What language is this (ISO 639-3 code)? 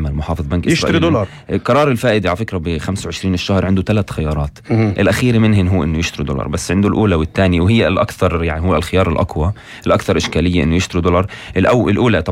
apc